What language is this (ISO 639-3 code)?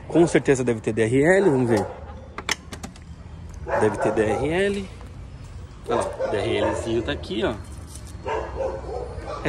por